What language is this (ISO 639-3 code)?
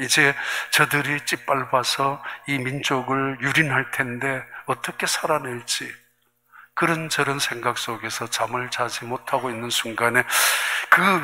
kor